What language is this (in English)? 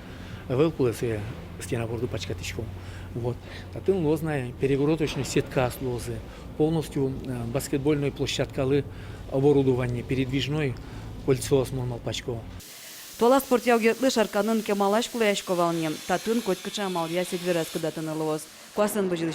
Udmurt